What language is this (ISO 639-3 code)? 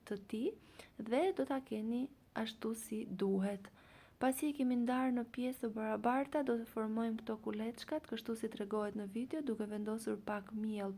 sqi